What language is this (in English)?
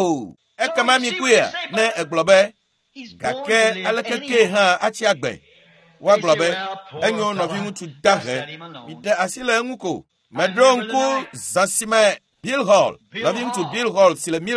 Ewe